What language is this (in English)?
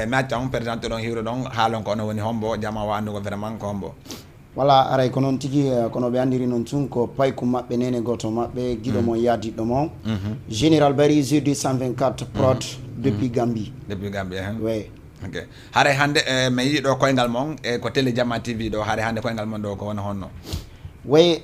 Fula